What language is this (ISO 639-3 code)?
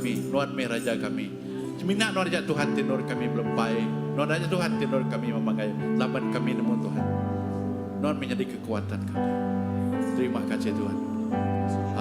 iba